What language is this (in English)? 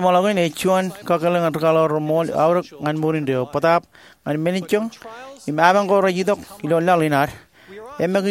Marshallese